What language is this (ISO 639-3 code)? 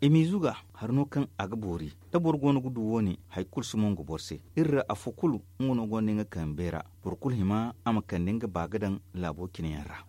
dje